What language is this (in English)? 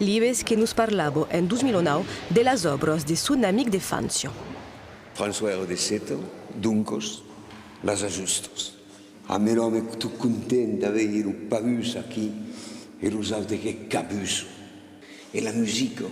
Occitan